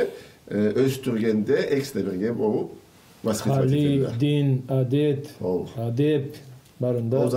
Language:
Karachay-Balkar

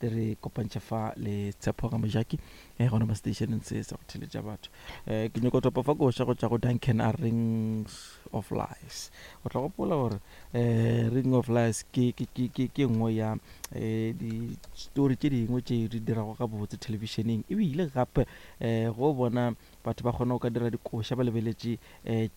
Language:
Northern Sotho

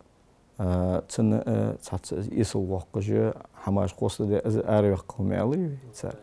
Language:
Ingush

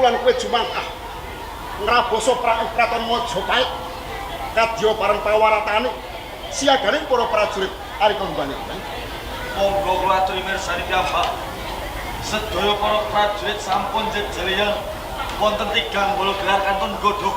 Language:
Javanese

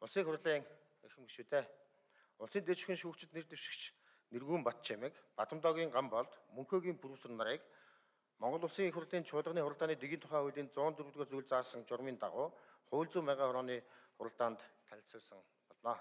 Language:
Mongolian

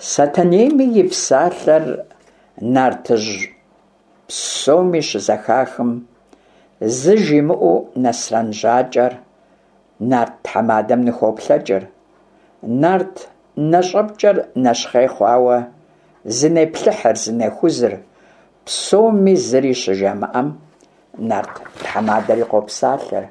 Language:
Kabardian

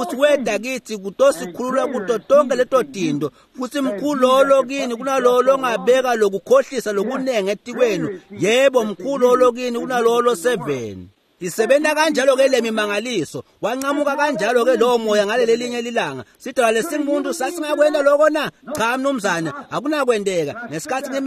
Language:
Swati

